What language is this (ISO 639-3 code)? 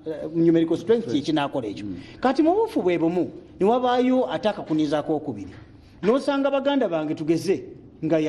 lug